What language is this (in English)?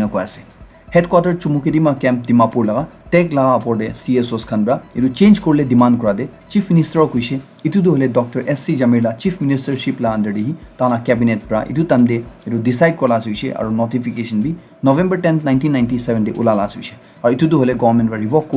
Naga Pidgin